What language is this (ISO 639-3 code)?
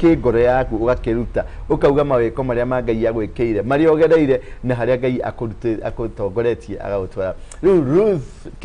kik